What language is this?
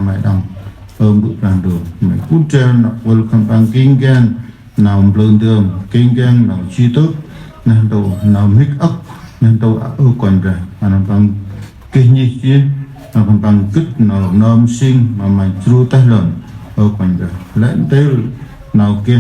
Central Mnong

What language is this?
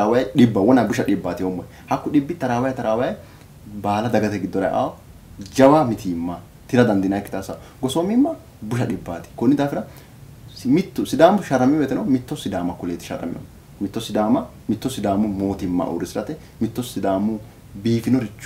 Sidamo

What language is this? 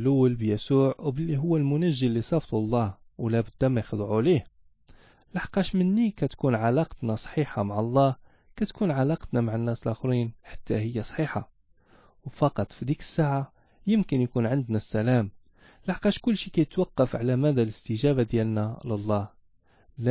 Moroccan Arabic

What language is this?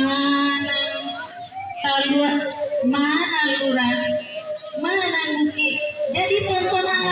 Minangkabau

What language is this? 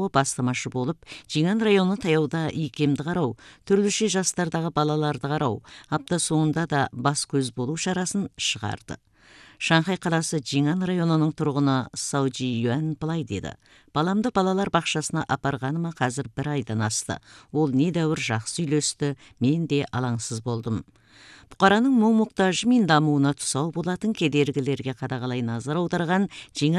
Kazakh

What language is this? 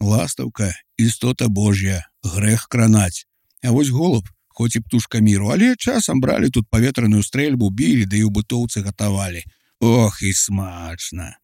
Belarusian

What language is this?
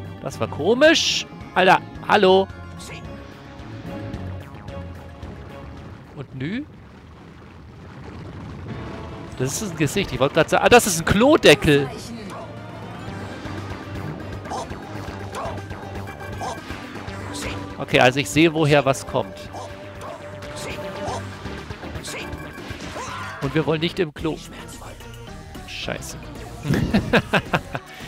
German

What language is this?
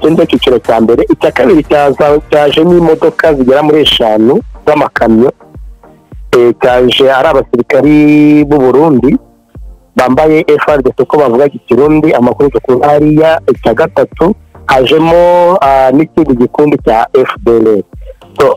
Kinyarwanda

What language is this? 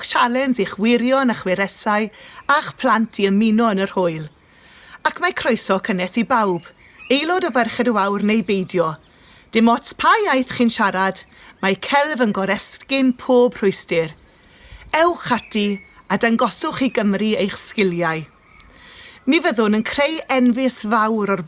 Welsh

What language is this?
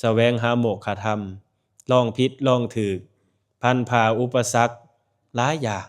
Lao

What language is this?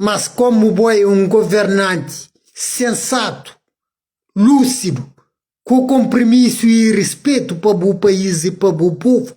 Kabuverdianu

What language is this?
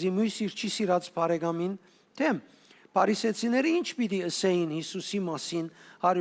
Western Armenian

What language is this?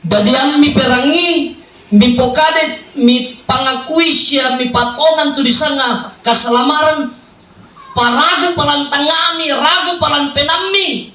Toraja-Sa'dan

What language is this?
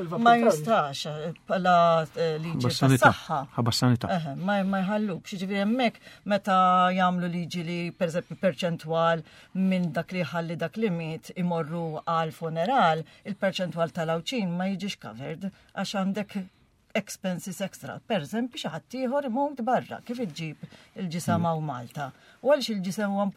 Maltese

